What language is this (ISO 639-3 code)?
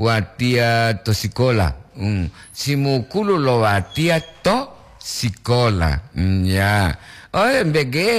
gor